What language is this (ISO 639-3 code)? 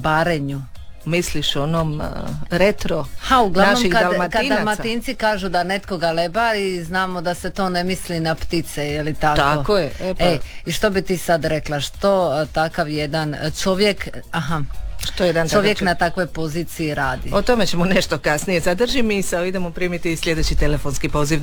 hrv